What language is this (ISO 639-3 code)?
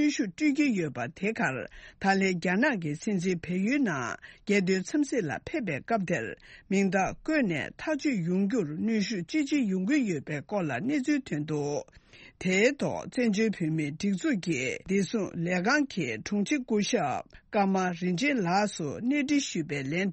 bod